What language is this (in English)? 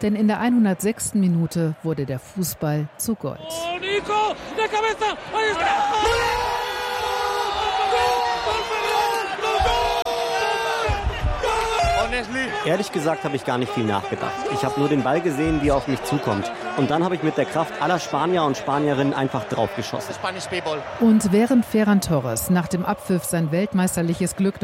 German